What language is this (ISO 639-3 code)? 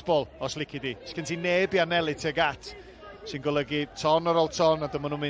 cym